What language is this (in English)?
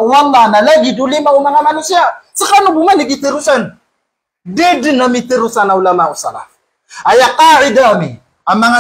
Maranao